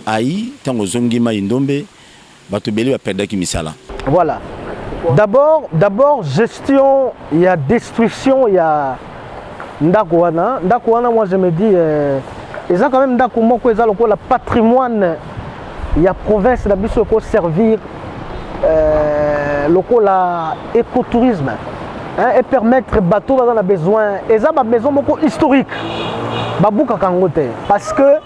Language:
Lingala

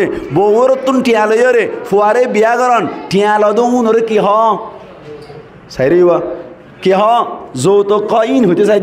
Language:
Rohingya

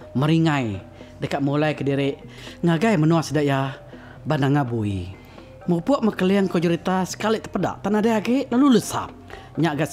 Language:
Iban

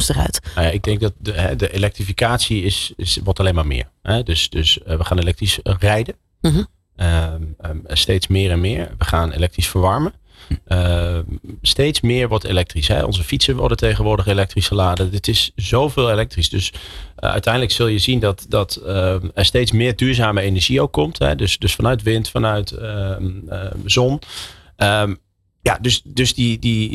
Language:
Dutch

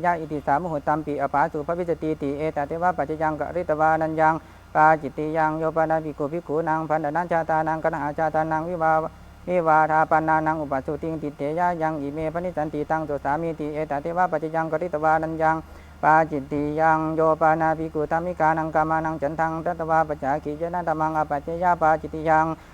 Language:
Pali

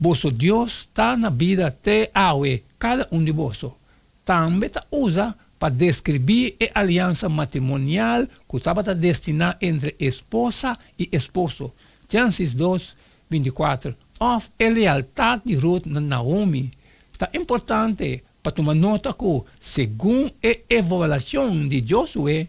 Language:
Papiamento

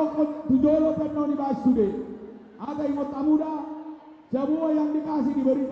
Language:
Batak Toba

